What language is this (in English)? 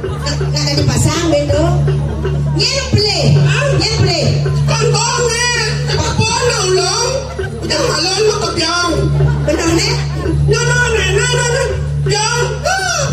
Balinese